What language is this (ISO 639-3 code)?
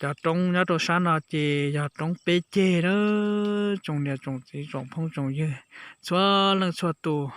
hmn